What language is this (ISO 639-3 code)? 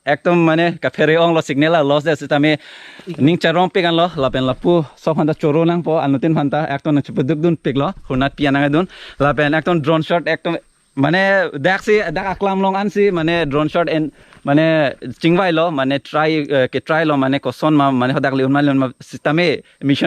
mjw